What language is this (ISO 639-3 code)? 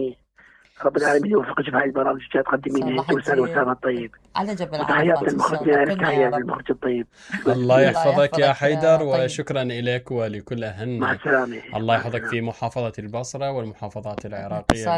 acm